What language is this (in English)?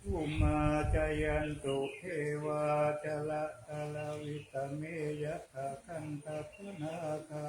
Pali